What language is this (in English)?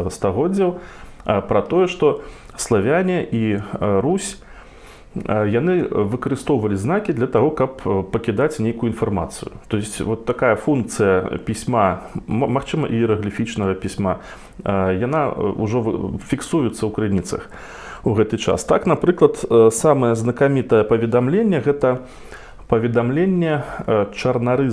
Belarusian